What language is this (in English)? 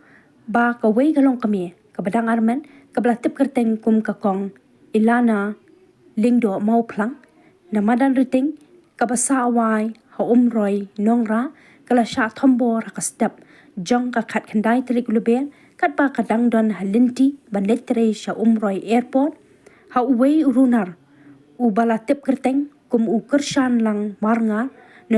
Khasi